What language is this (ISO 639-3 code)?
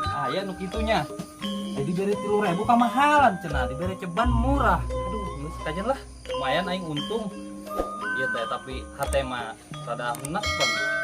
sun